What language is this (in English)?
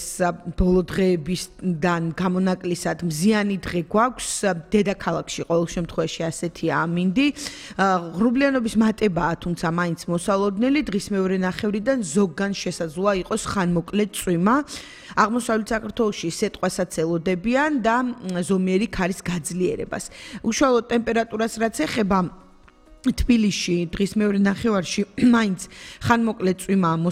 Georgian